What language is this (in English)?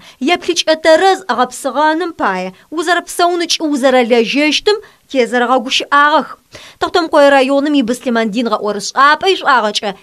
Adyghe